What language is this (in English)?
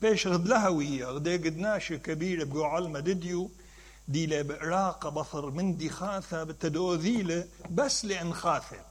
Mesopotamian Arabic